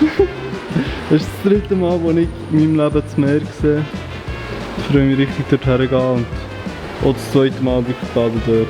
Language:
Swiss German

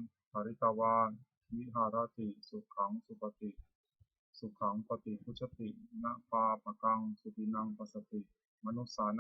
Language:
Pali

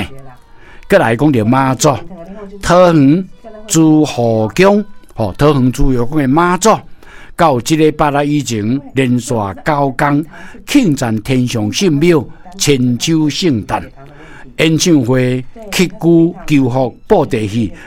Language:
Min Nan Chinese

